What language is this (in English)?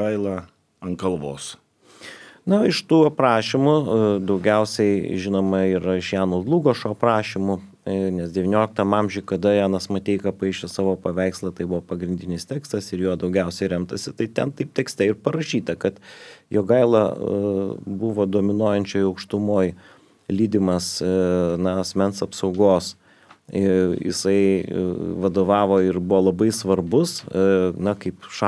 Lithuanian